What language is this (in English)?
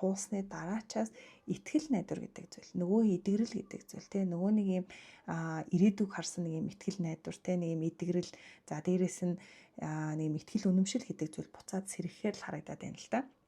Mongolian